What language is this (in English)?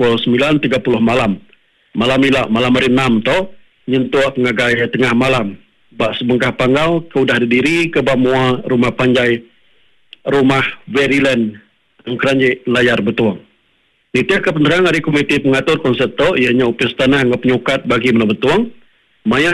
Iban